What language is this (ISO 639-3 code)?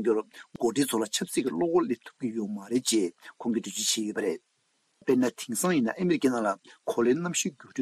bod